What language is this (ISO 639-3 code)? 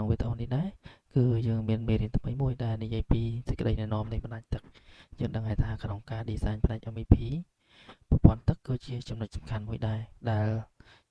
khm